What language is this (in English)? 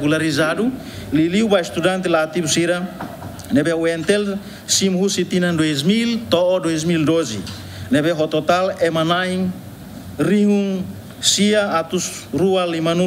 Tetum